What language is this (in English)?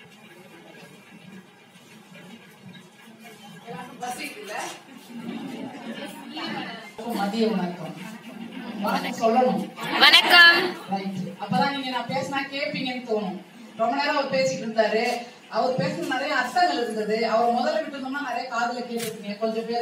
Tamil